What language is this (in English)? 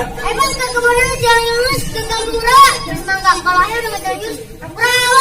Betawi